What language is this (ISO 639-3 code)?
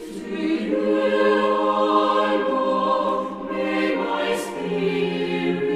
quh